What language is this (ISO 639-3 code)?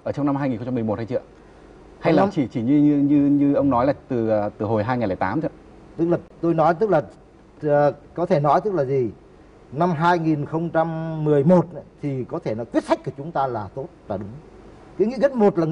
vie